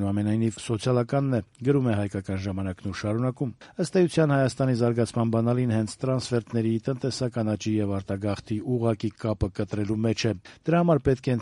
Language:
Armenian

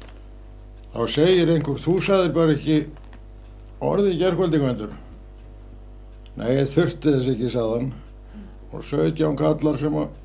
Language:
Icelandic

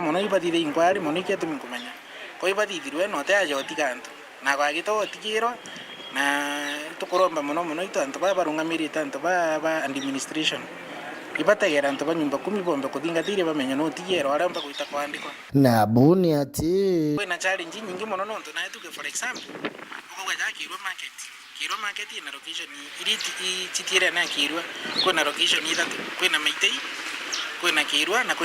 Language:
Meru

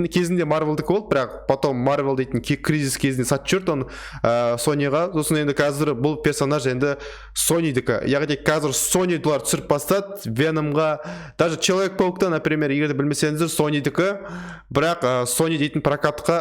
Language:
Kazakh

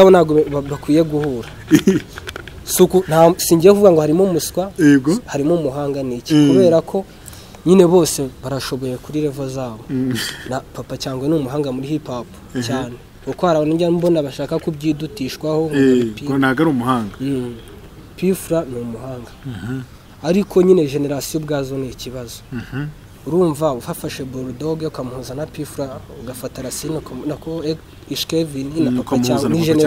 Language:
Kinyarwanda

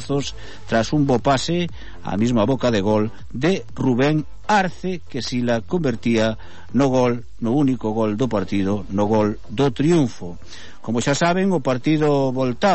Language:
Galician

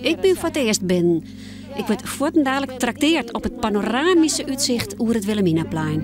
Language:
Western Frisian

